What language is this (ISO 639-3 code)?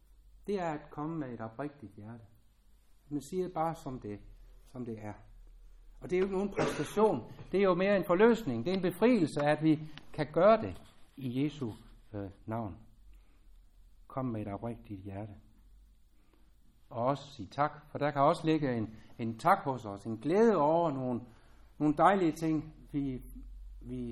dan